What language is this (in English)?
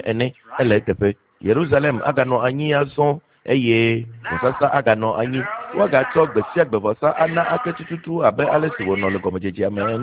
Ewe